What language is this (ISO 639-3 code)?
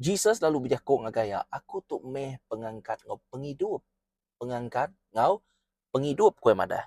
iba